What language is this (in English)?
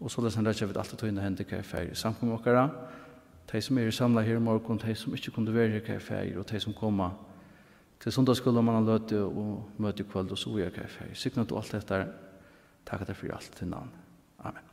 Faroese